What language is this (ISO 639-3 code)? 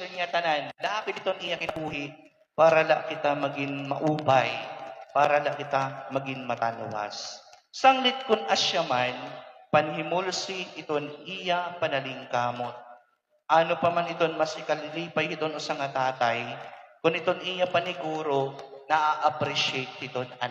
war